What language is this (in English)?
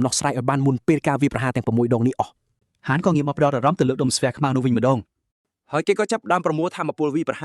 Khmer